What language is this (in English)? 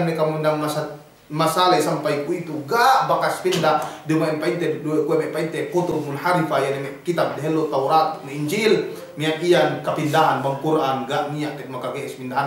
Yakan